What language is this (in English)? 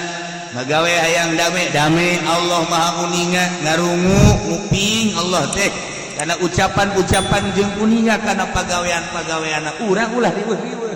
Sundanese